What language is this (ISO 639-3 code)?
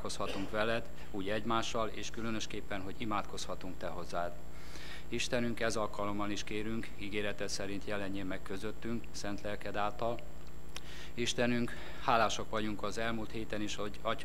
hun